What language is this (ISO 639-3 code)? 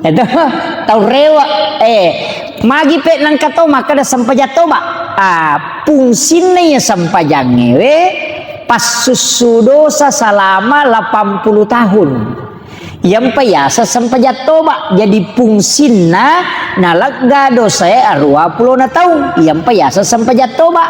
bug